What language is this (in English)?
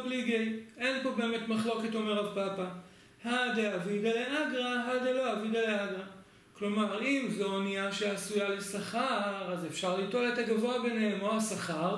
Hebrew